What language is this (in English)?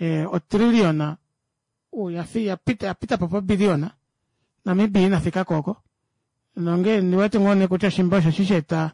Kuanyama